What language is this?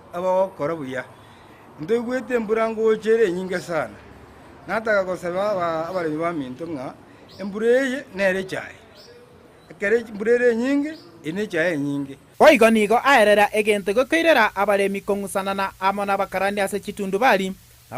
Gusii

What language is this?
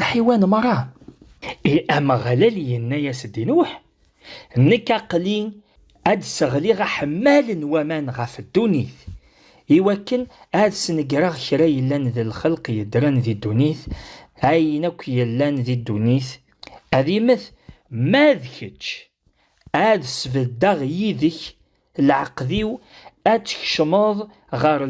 Kabyle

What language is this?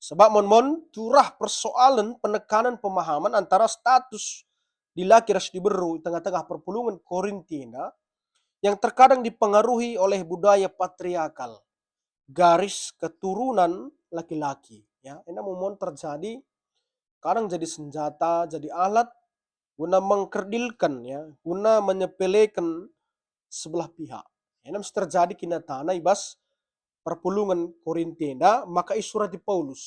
Batak Karo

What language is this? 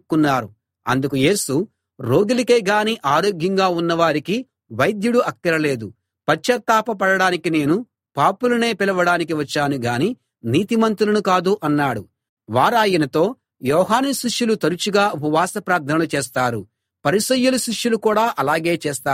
Telugu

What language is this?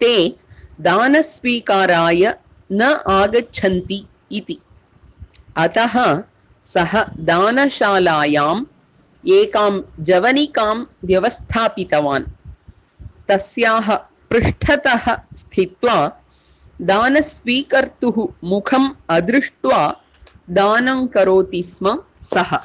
Sanskrit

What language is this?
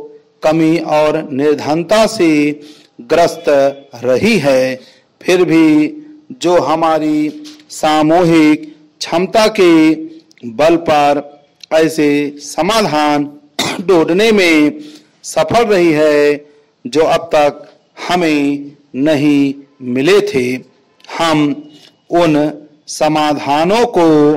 Hindi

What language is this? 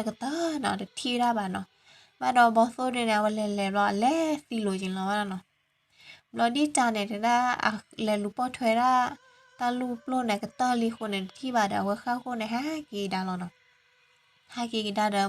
S'gaw Karen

